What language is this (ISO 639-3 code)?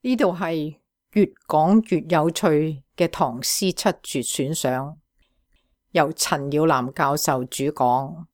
yue